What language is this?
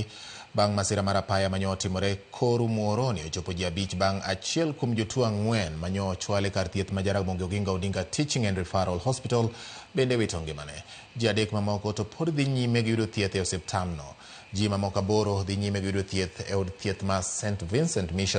Luo (Kenya and Tanzania)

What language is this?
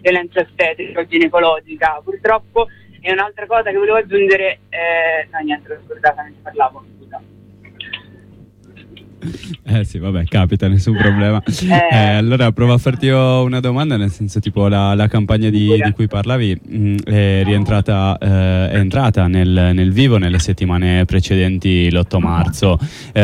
Italian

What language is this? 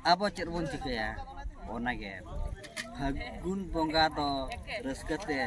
Santali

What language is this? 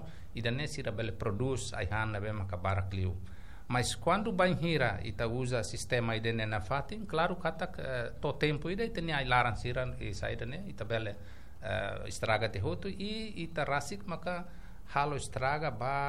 Tetum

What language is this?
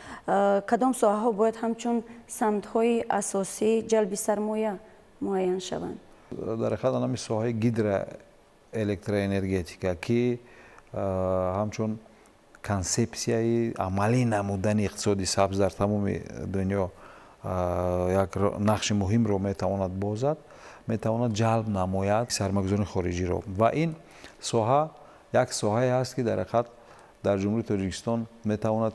Tajik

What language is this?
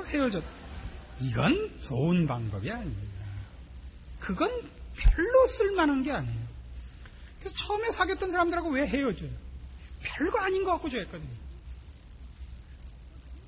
Korean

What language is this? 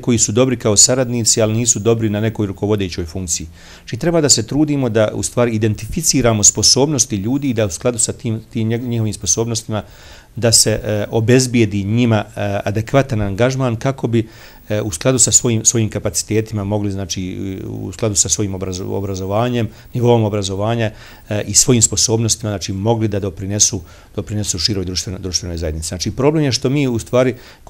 Bosnian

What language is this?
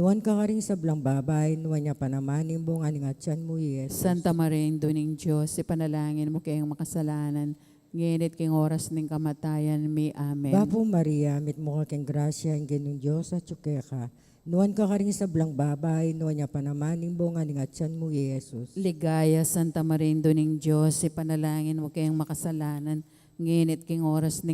Pampanga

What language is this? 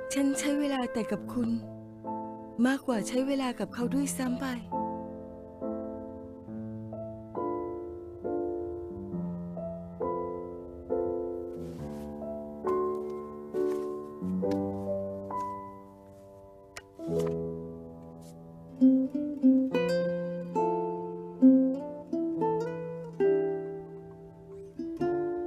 Thai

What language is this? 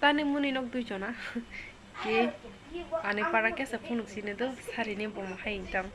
Kok Borok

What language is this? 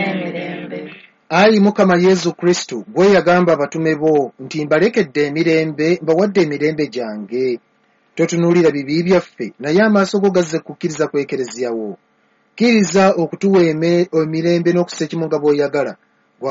Ganda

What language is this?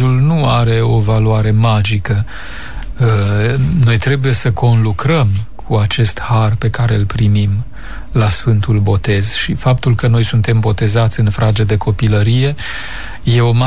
Romanian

